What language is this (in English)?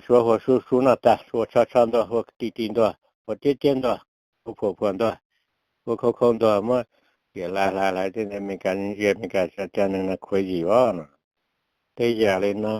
Hmong